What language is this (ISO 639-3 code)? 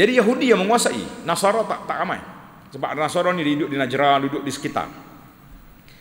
msa